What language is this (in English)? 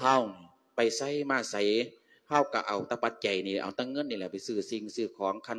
Lao